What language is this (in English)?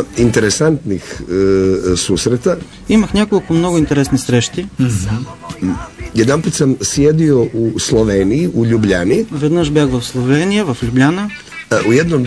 Bulgarian